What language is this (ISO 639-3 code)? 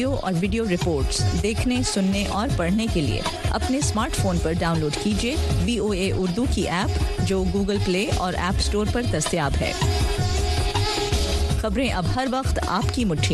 urd